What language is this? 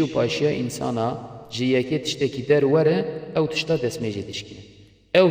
Kurdish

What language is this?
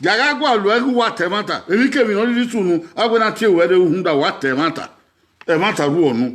Bini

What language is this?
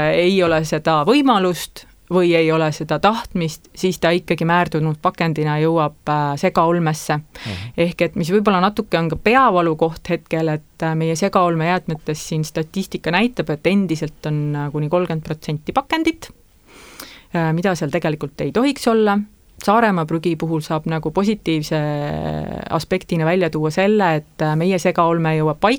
Estonian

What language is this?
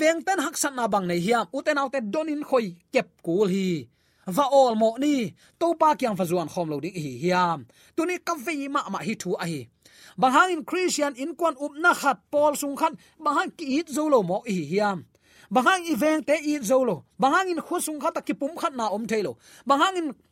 Tedim Chin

